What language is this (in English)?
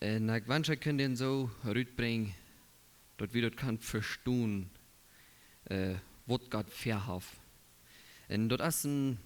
Plautdietsch